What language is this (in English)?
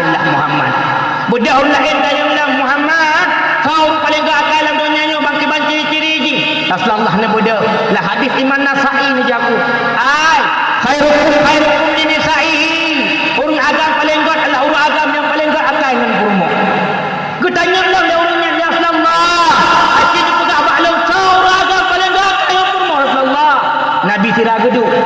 Achinese